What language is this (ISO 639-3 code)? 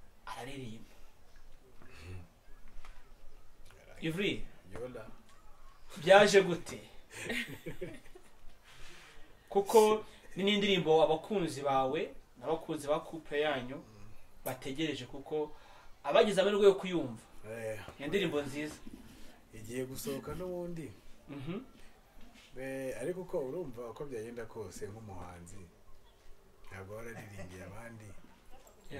kin